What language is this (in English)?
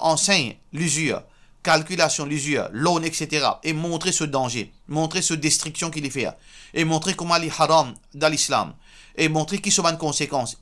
Morisyen